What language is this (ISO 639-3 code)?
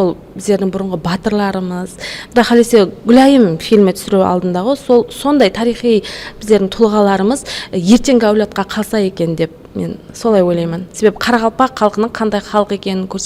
kaa